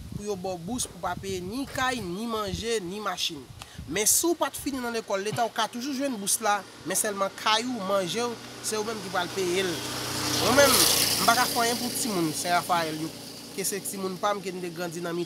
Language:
Haitian Creole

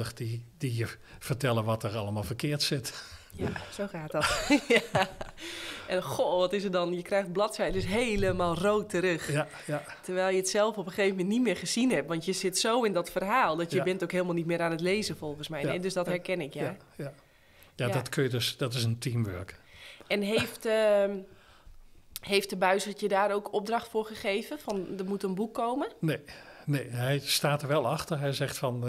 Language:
Dutch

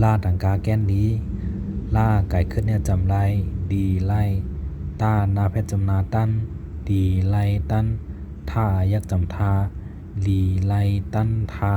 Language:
Shan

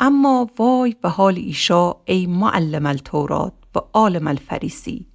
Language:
Gilaki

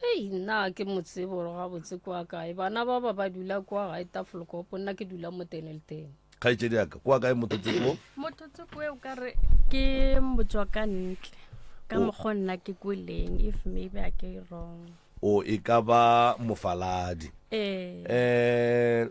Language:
Northern Sotho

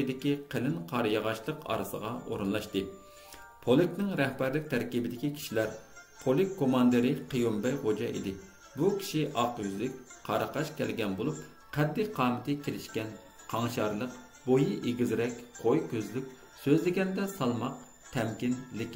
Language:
Uyghur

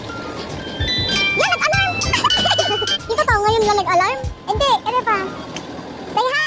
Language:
Filipino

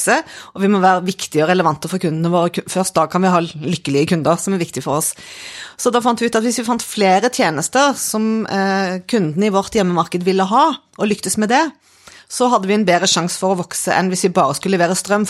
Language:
Norwegian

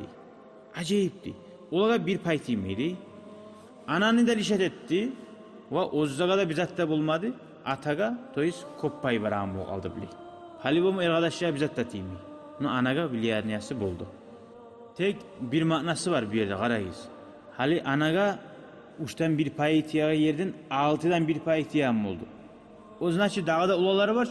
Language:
Kumyk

